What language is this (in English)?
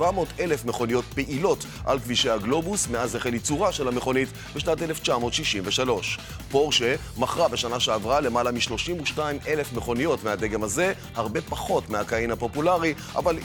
Hebrew